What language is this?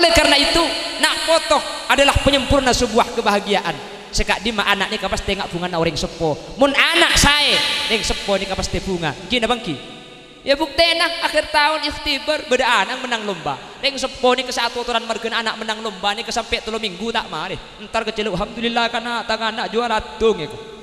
Madurese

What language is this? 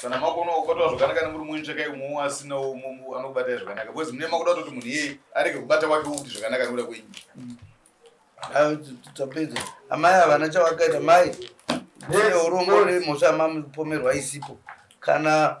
Shona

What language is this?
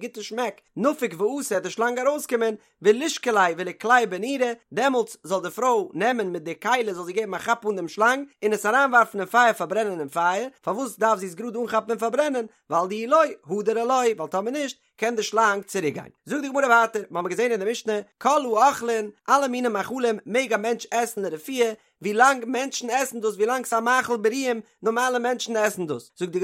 Yiddish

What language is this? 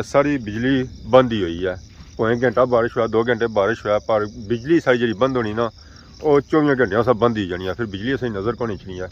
Pahari-Potwari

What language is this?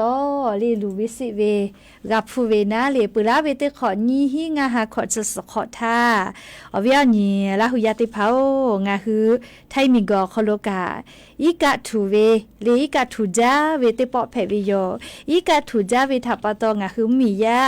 Lahu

